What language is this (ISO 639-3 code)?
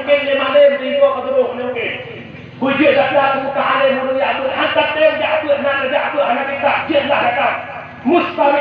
ace